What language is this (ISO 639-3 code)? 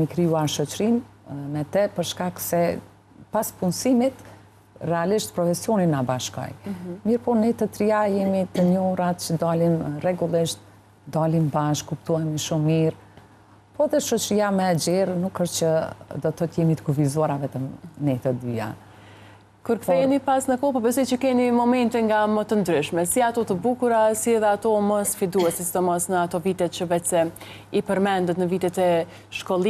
sqi